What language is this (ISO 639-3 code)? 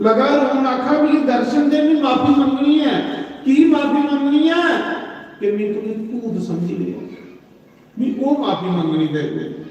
doi